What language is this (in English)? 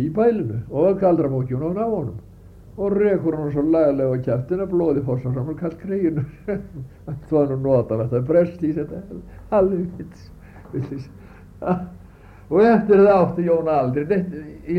Icelandic